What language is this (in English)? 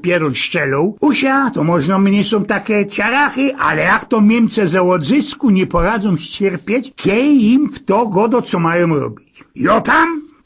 Silesian